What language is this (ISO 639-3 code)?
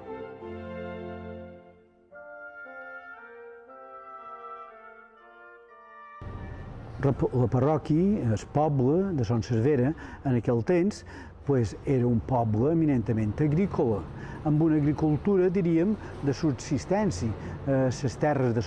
cat